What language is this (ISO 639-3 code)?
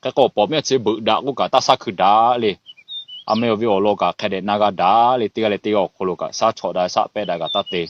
lhu